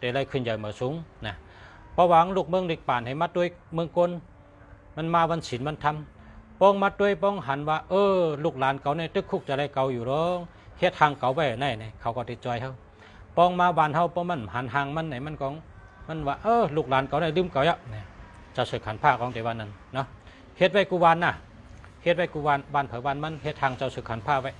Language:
Shan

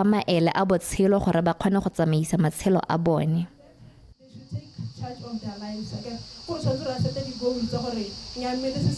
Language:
Tswana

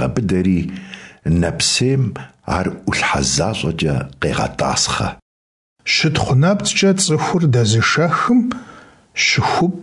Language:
Kabardian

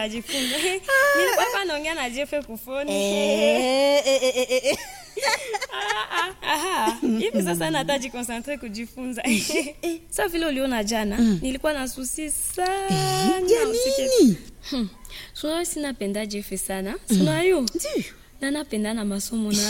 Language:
Swahili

